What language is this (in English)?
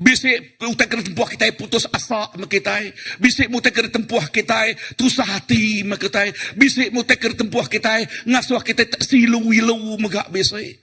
Iban